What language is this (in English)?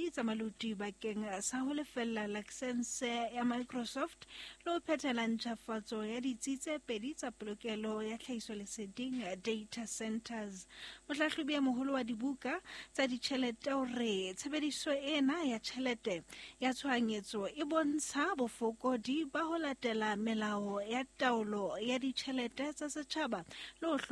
Southern Sotho